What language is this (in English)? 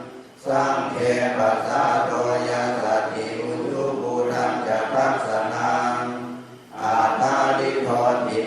Pali